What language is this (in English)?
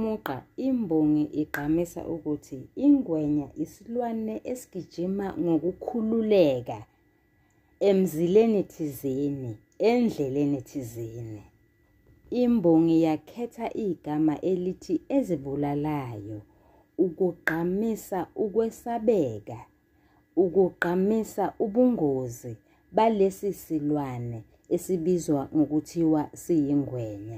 Zulu